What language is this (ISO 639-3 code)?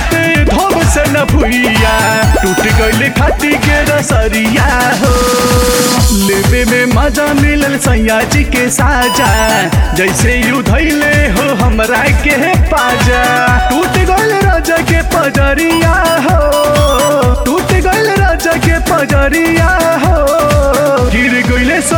bho